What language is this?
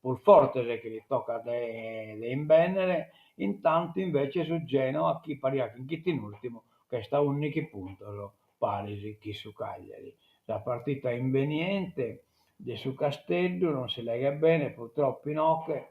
Sardinian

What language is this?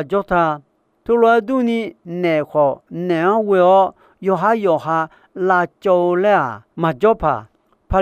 Akha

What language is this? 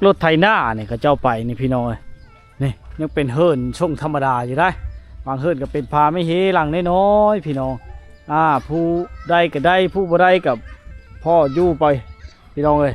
Lao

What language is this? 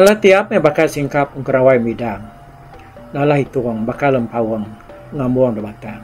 Iban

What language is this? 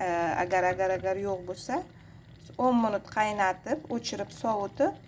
Uzbek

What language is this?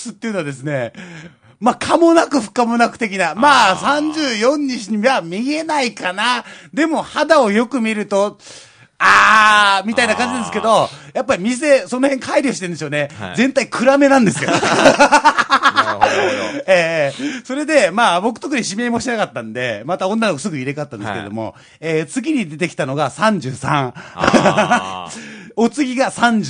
Japanese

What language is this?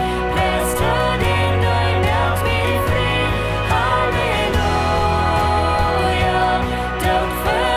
Plautdietsch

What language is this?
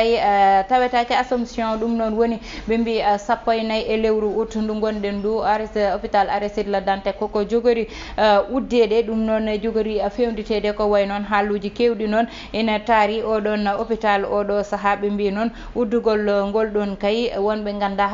Fula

